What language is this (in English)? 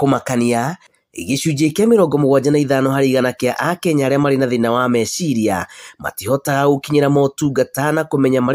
Kikuyu